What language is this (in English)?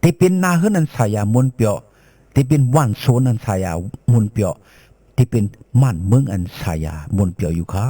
Shan